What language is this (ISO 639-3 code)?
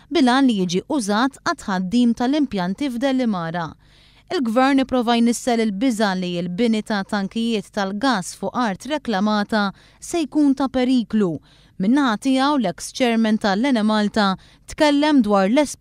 mlt